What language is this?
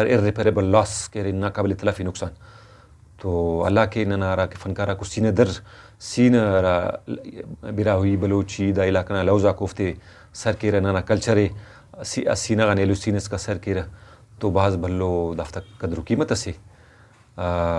Brahui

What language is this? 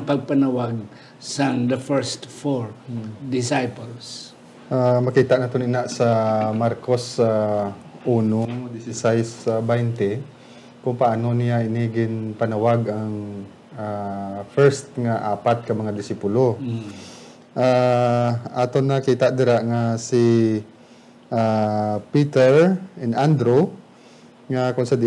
Hiligaynon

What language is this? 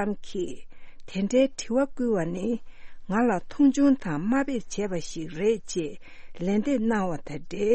Tibetan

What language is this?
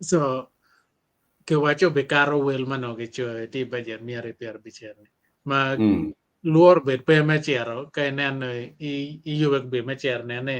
Acoli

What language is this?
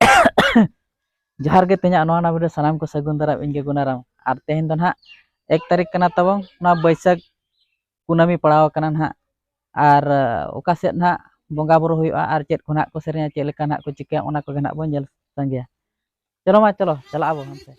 Santali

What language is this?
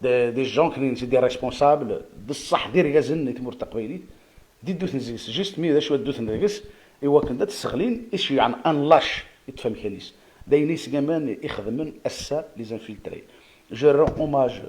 Kabyle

